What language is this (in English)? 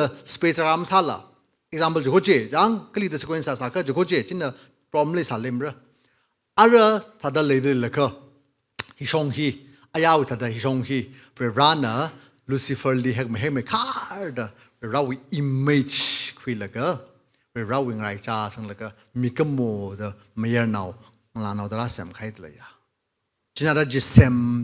Tangkhul Naga (India)